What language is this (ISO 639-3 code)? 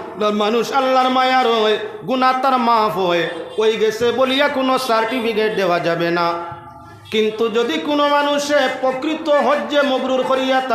syl